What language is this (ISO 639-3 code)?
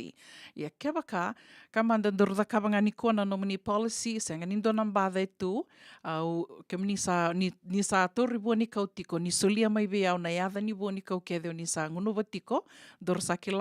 fij